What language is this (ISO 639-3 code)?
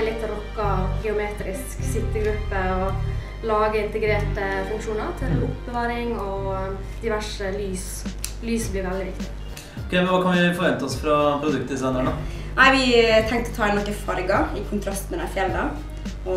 nor